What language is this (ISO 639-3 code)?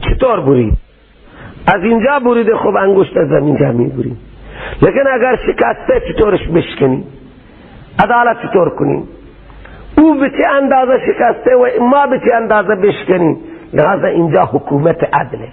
fas